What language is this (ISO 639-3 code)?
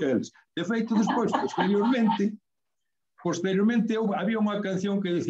glg